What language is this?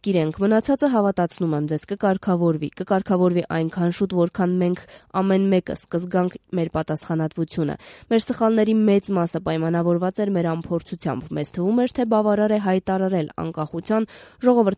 Armenian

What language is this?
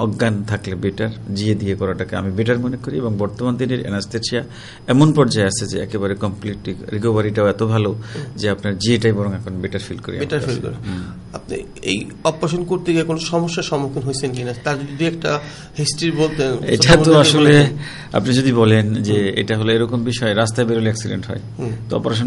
Bangla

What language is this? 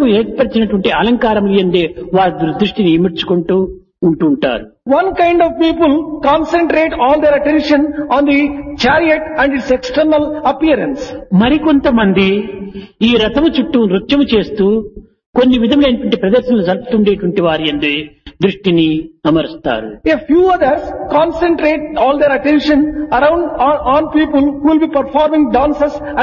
Telugu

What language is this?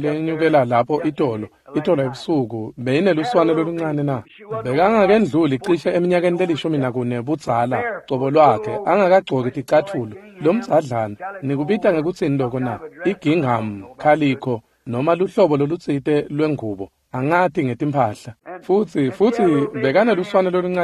Swati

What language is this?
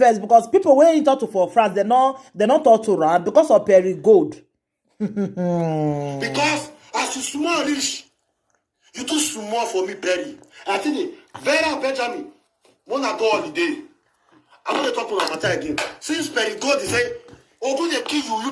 Nigerian Pidgin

